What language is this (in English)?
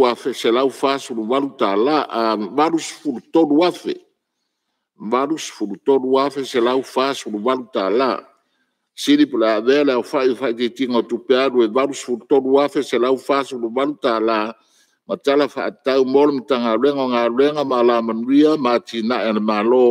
Samoan